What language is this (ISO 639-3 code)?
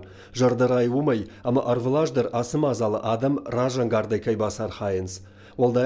oss